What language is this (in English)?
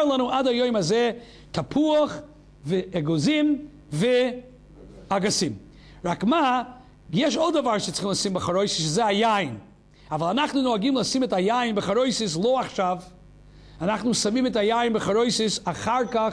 Hebrew